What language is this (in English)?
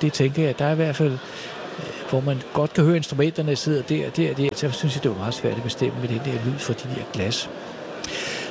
Danish